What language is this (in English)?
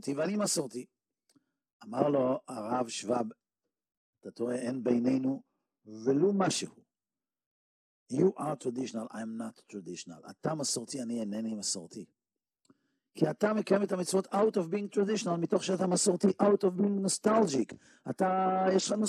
Hebrew